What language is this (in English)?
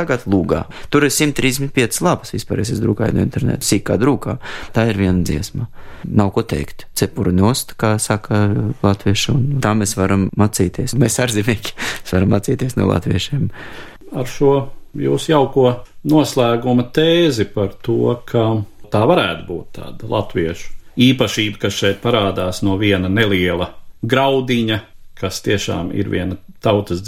Latvian